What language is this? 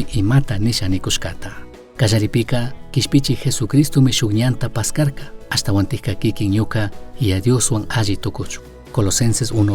Chimborazo Highland Quichua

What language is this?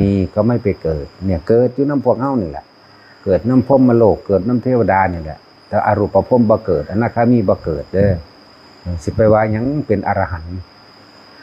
Northeastern Thai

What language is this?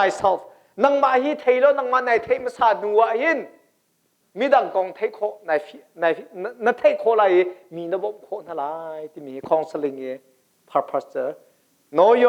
Hakha Chin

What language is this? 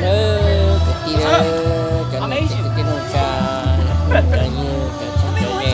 Hmong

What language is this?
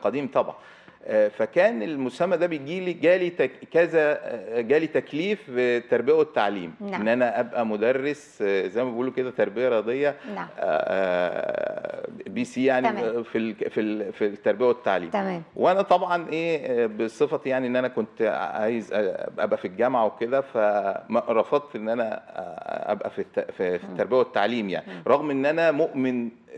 Egyptian Arabic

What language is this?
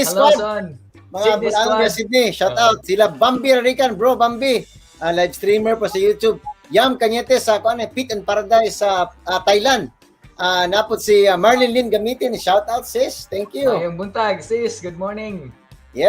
Cebuano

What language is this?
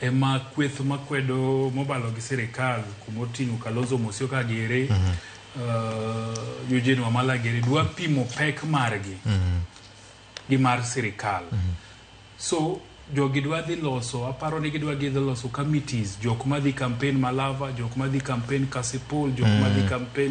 Luo (Kenya and Tanzania)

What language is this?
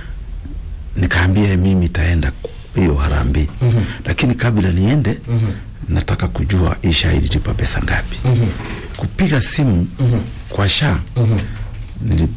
Swahili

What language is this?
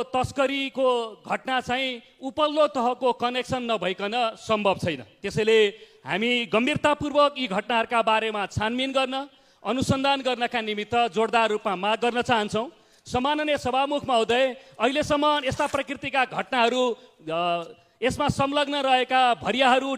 Nepali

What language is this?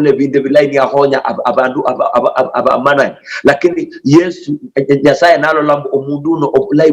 Luyia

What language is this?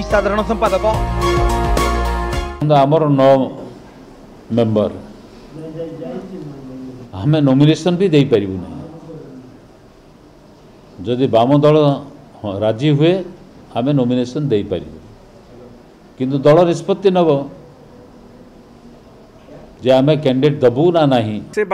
Odia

